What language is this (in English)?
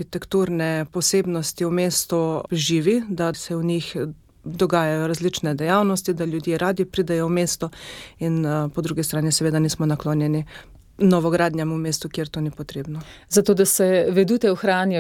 Slovenian